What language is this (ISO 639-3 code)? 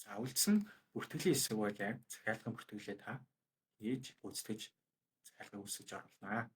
mon